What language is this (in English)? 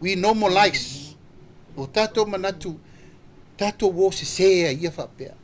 Samoan